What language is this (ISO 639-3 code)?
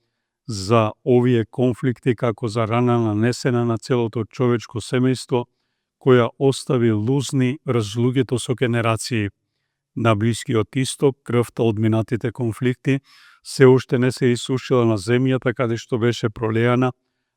mkd